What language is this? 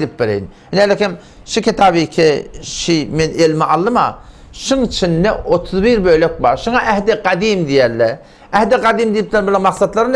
Turkmen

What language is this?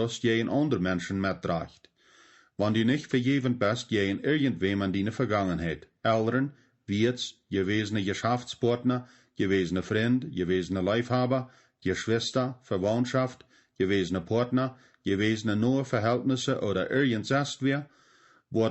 Plautdietsch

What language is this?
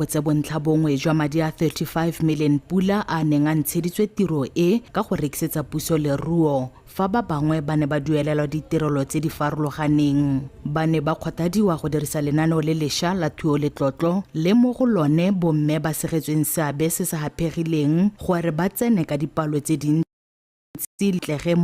Tswana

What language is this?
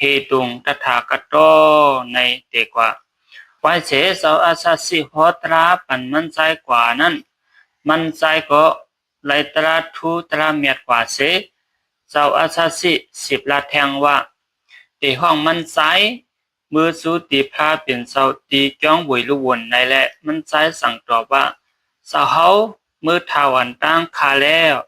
Shan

